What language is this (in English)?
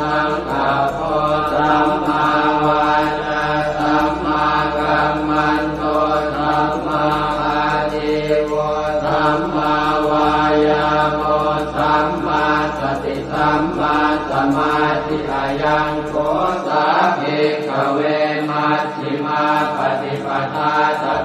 Pali